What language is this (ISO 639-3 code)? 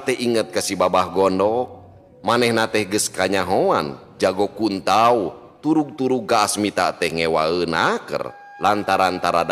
sun